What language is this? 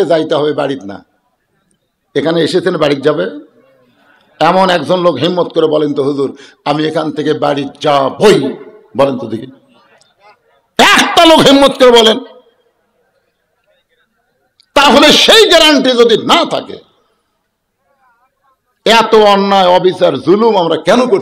Bangla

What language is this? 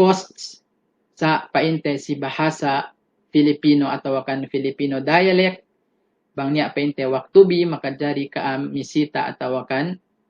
Yakan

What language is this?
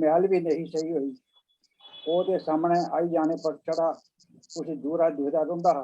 Dogri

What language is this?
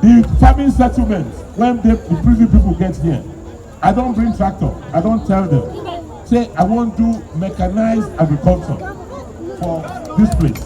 Nigerian Pidgin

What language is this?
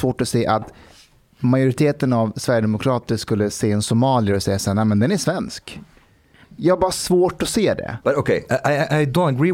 Swedish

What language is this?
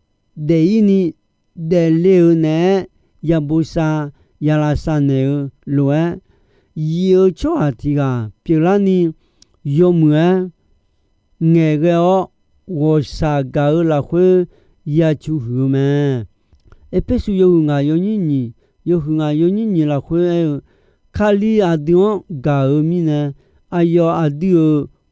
Akha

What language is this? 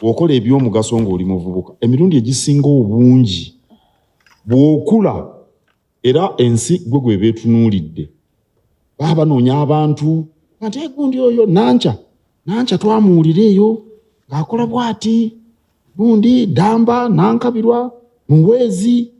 Ganda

